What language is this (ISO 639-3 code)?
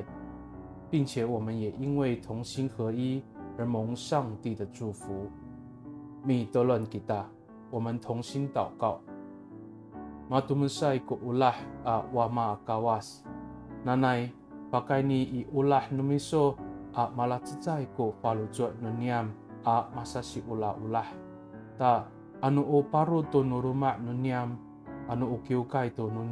ami